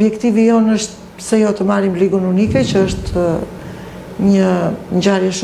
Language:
Albanian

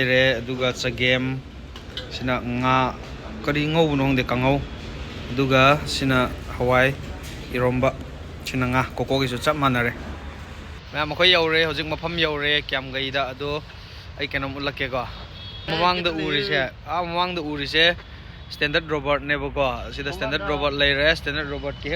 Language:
Manipuri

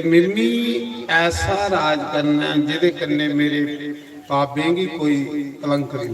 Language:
Dogri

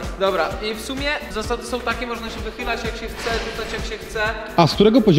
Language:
Polish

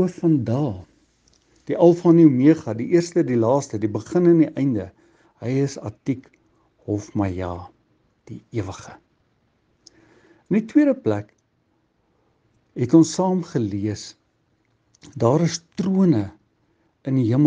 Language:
Afrikaans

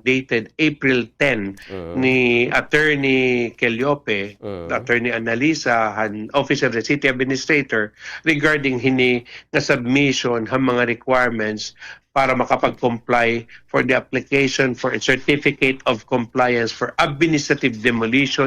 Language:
Waray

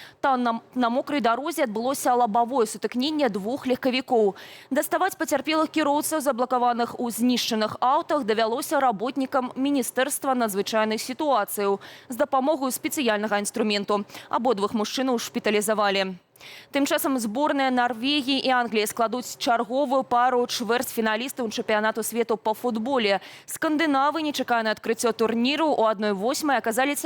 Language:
Belarusian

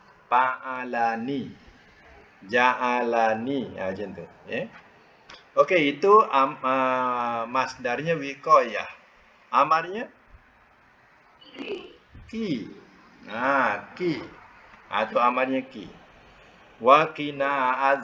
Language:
Malay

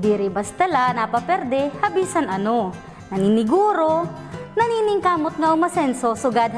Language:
Waray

